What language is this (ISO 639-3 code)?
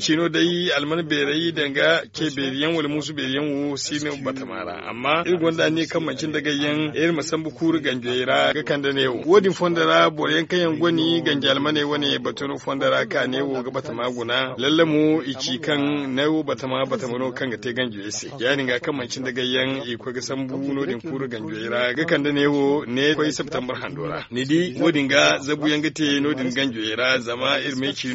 dje